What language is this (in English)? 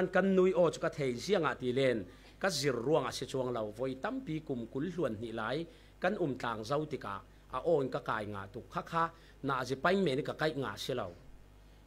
Falam Chin